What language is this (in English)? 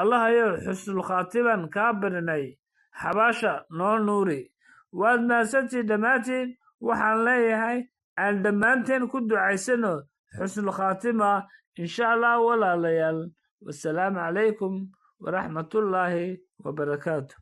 Somali